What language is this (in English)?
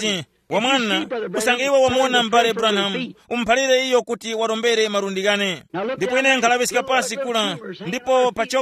Tumbuka